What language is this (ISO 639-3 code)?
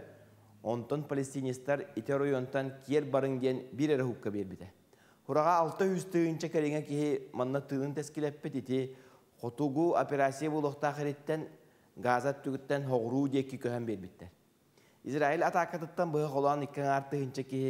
sah